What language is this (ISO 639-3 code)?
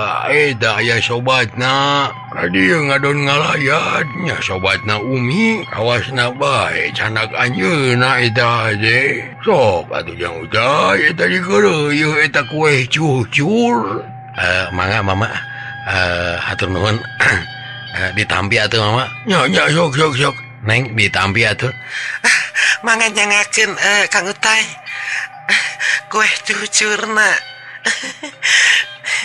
sun